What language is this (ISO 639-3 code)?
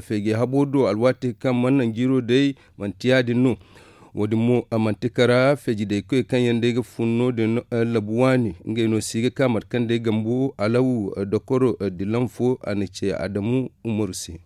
dje